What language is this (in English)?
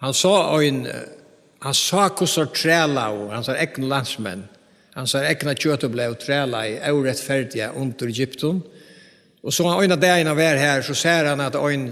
Faroese